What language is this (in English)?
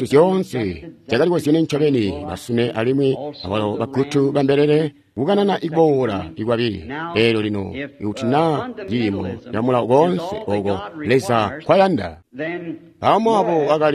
Tonga (Zambia)